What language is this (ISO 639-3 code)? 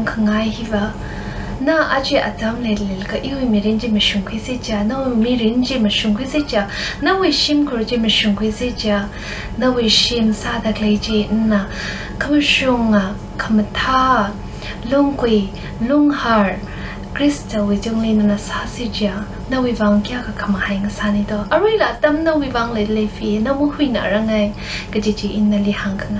nmf